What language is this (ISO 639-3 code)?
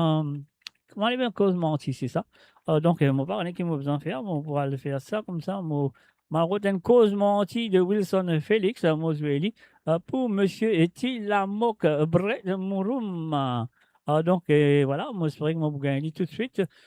mfe